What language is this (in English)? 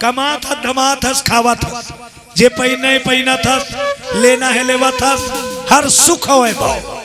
Chhattisgarhi